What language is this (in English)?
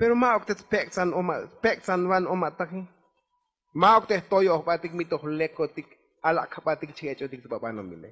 Tzotzil